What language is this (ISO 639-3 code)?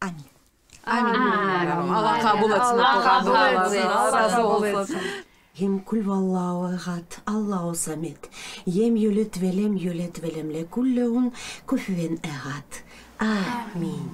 crh